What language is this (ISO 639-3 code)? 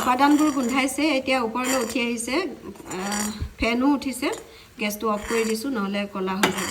asm